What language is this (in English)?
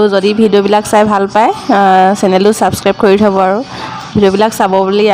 Assamese